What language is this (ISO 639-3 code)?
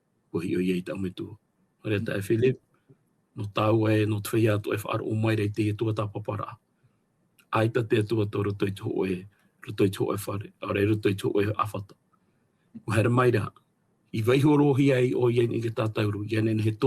tah